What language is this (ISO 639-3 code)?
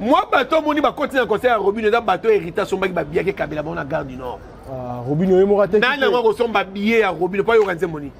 lin